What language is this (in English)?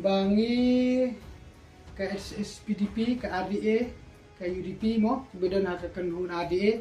Khasi